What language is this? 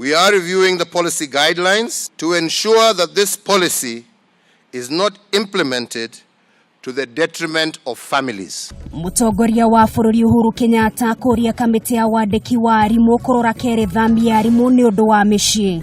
Kikuyu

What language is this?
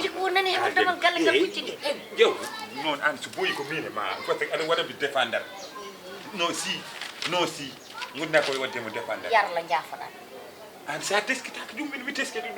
Fula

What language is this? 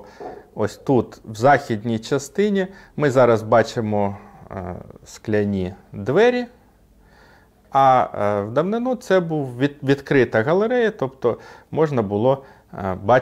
Ukrainian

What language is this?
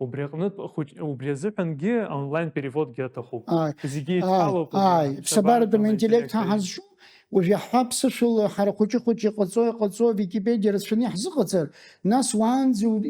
Abkhazian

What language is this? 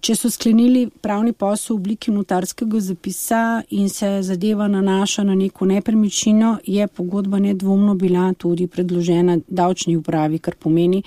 Slovenian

